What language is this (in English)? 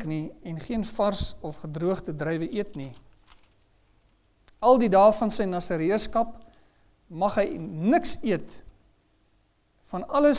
Afrikaans